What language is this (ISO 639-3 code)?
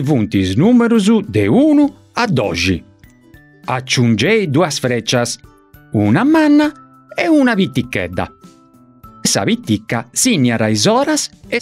srd